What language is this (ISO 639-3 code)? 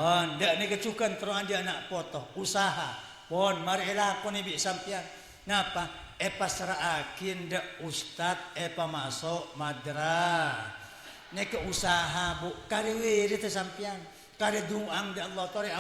mad